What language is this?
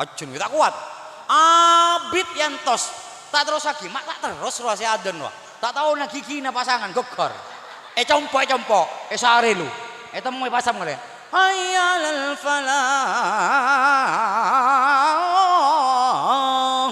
Madurese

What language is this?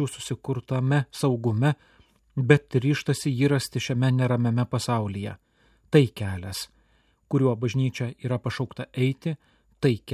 Lithuanian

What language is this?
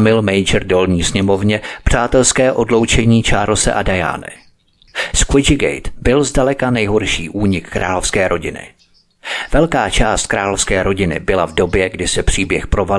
Czech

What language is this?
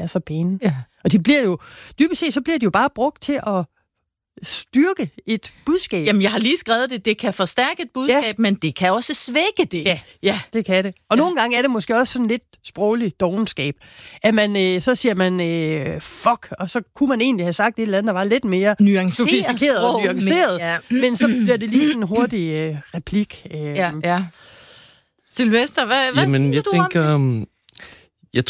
Danish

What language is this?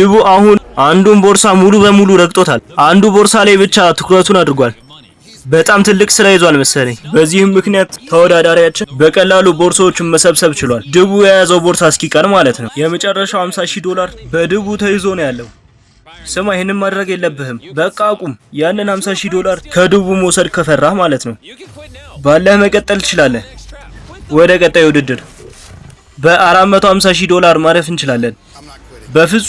Amharic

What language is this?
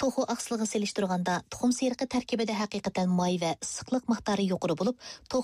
Uyghur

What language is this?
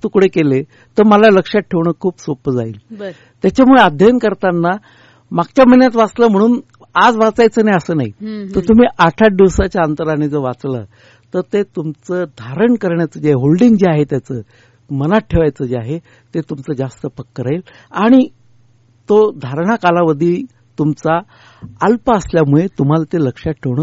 Marathi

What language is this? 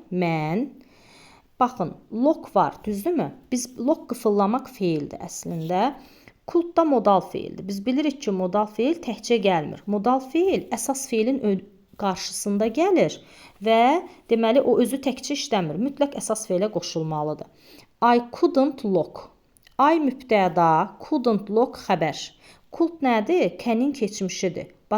Azerbaijani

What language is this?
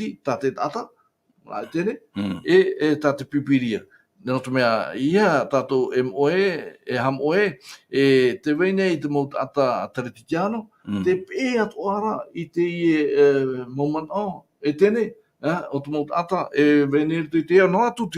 Tahitian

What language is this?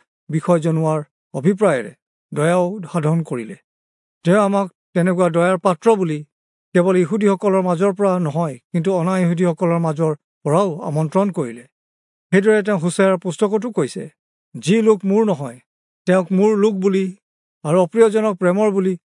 Assamese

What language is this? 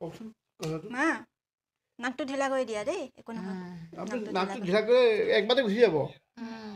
Assamese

